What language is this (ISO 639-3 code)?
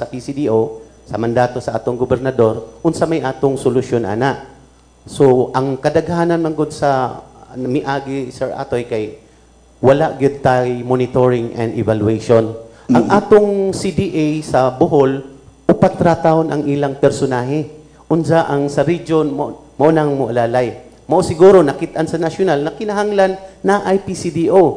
ceb